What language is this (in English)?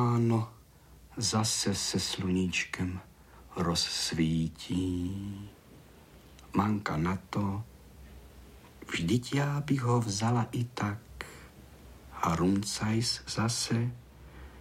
Czech